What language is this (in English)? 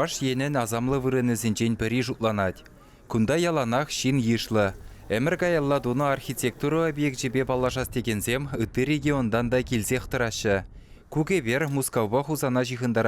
Chuvash